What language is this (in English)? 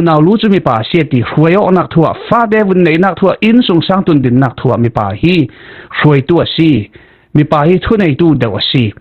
Falam Chin